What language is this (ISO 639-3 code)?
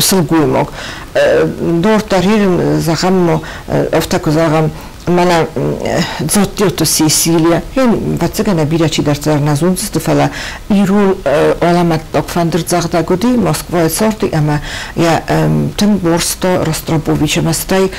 oss